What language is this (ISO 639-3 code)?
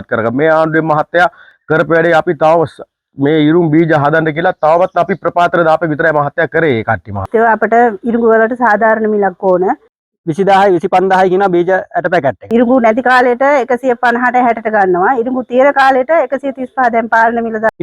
sin